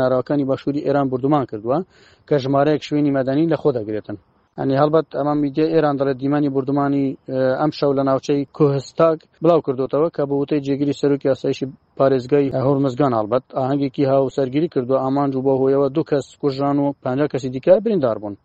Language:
Central Kurdish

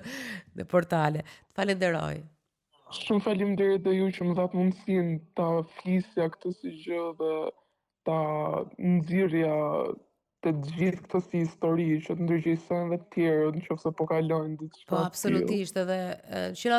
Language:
Albanian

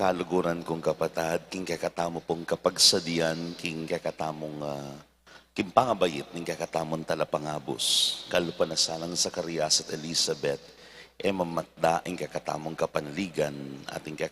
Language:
Pampanga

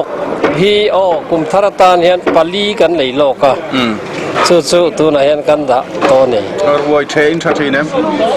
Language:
Mizo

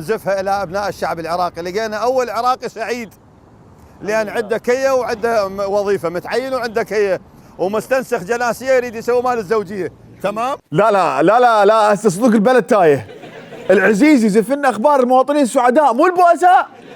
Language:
Mesopotamian Arabic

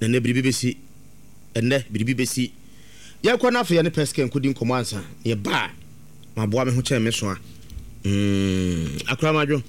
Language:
Akan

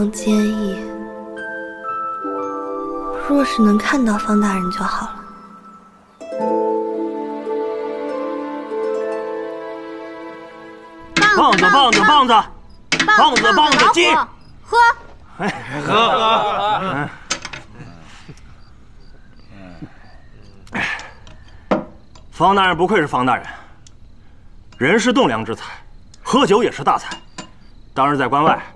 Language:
Chinese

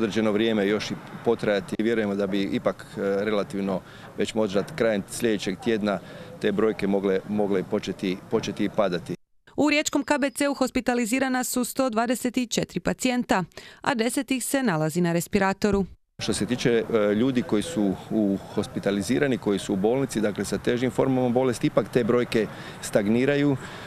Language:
Croatian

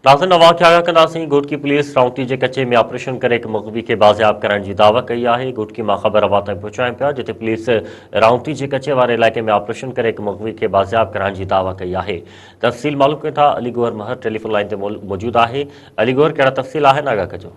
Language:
Sindhi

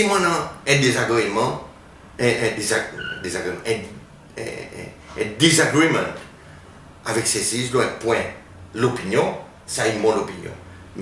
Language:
Seselwa Creole French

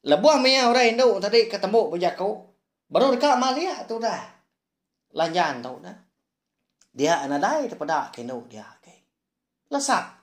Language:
Iban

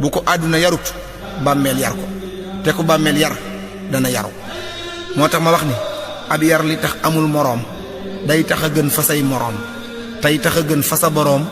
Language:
Wolof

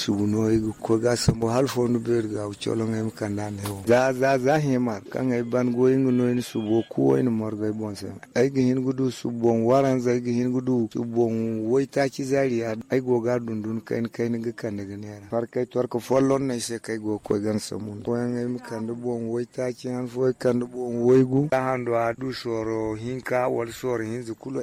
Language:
Zarma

